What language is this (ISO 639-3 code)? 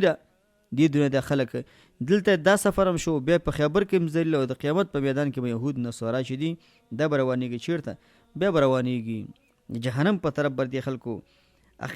pus